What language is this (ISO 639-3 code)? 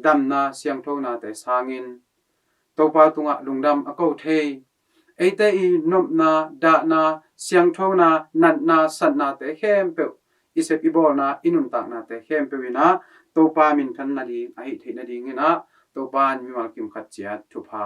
ctd